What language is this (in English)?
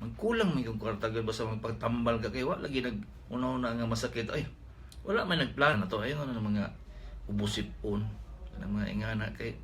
Cebuano